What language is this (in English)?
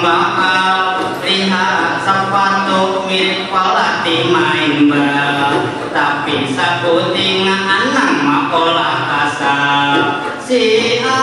Banjar